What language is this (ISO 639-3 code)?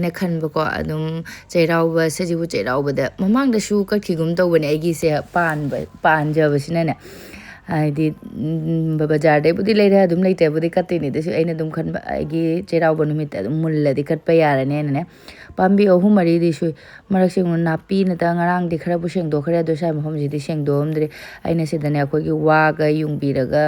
mni